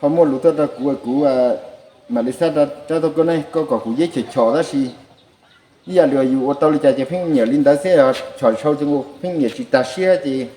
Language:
Hmong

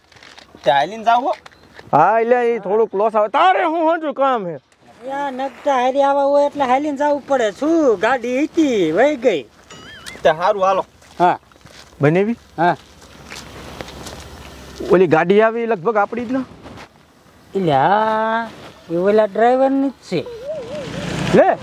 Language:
Gujarati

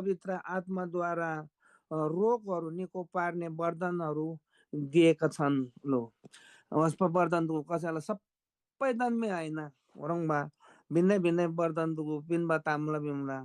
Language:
Eastern Tamang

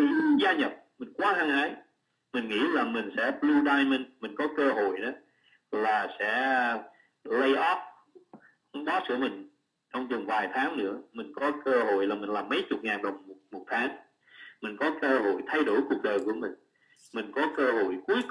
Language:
Vietnamese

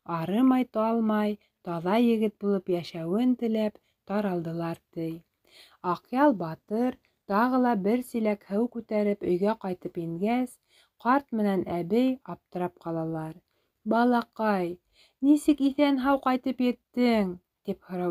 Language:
Bashkir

